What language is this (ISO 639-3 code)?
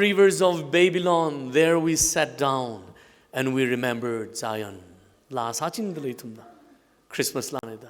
nmf